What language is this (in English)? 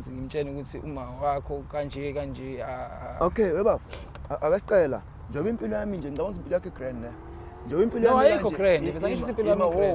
Zulu